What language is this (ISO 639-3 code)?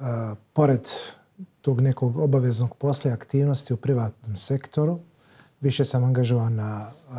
bos